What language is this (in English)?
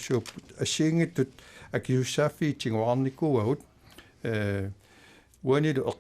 Kalaallisut